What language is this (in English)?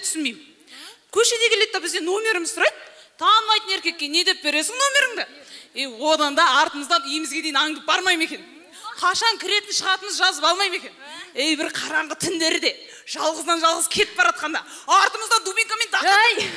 Kazakh